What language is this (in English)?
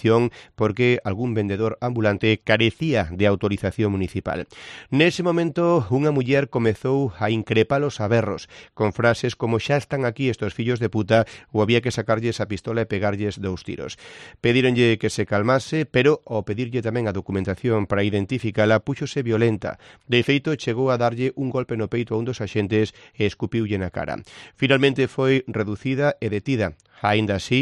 Galician